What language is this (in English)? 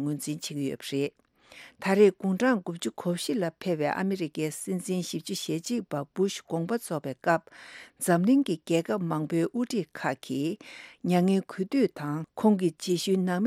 Tibetan